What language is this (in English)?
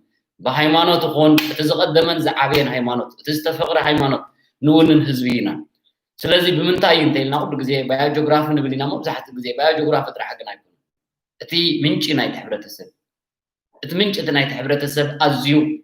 Tigrinya